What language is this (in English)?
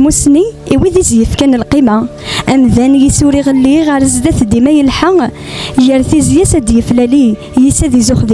Kabyle